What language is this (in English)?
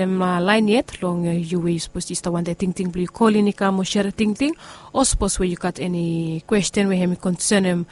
Bislama